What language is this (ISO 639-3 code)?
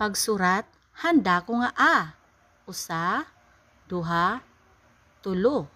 war